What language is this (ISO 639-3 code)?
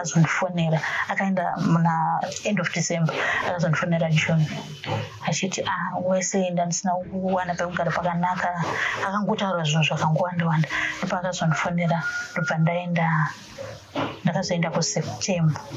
sna